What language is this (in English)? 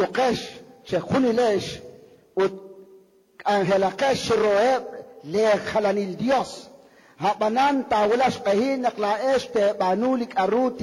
Kekchí